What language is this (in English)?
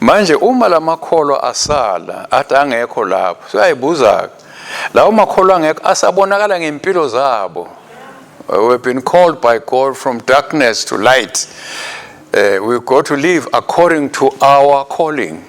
Swati